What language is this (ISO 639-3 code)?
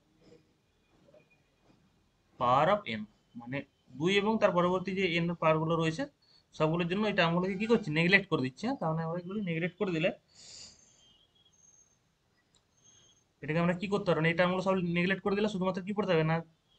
ben